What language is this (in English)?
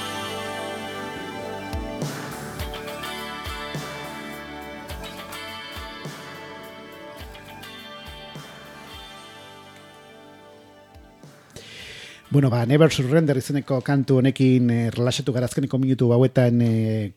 Basque